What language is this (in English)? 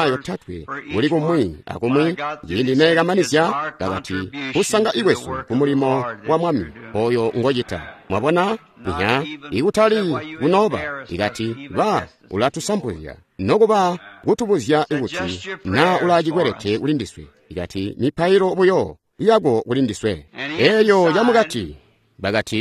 Tonga (Zambia)